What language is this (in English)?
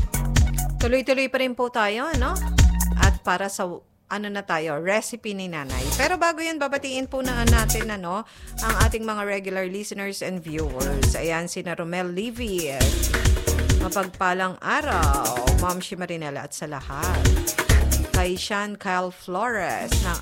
Filipino